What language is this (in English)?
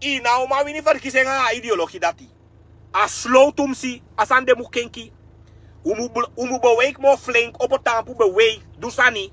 Sranan Tongo